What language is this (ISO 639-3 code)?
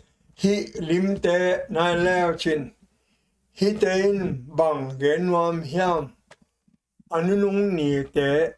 ctd